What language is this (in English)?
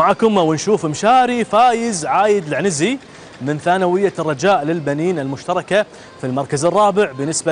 Gulf Arabic